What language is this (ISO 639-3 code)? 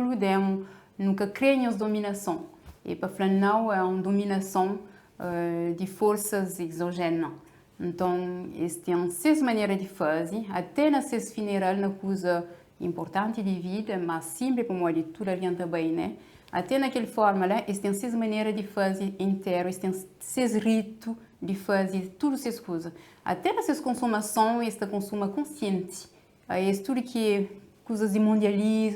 kea